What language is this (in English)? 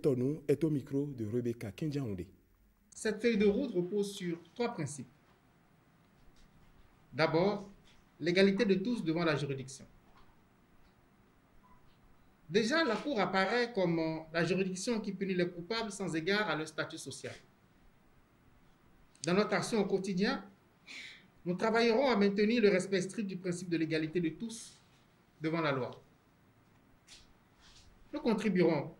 French